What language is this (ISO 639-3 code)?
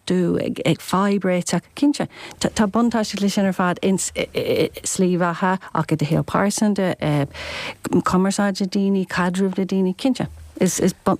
gle